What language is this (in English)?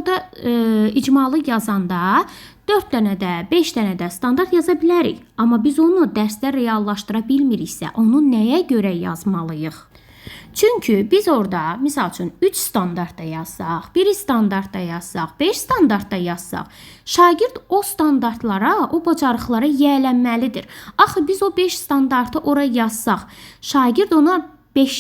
Azerbaijani